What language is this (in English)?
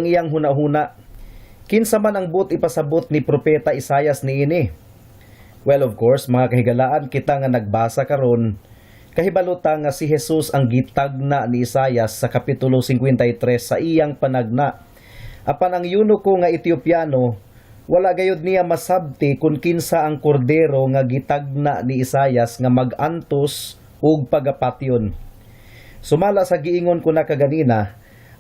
Cebuano